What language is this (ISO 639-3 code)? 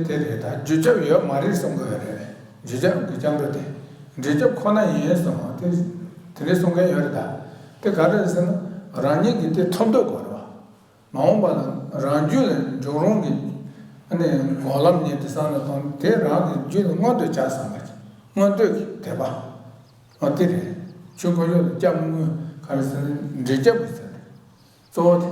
bod